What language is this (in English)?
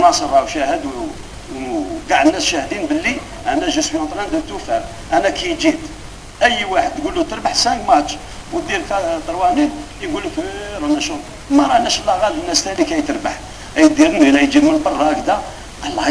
Algerian Arabic